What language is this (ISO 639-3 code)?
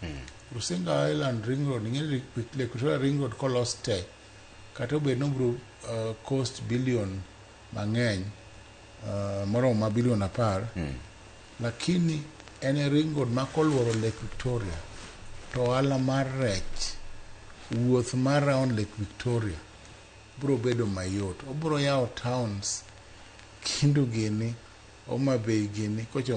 luo